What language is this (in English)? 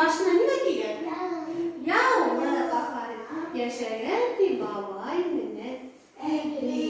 Bashkir